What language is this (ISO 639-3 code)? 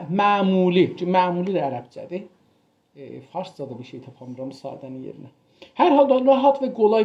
azb